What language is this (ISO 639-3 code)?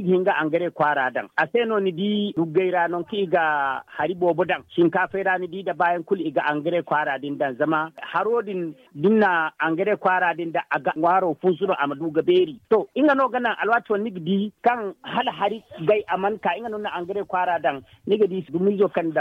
dje